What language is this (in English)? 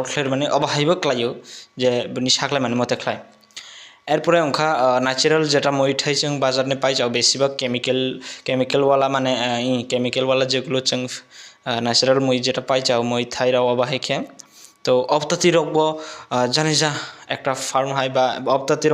Kok Borok